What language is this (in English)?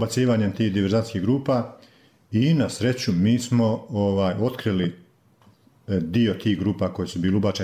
Bosnian